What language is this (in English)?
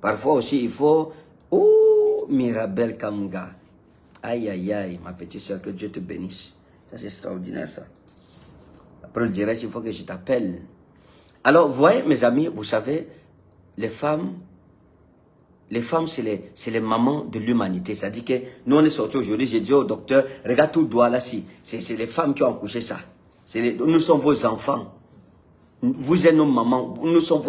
French